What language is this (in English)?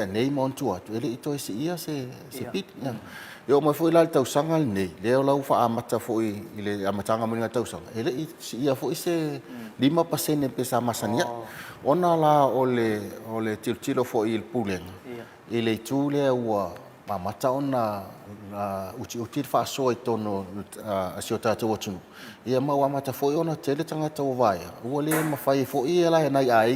Samoan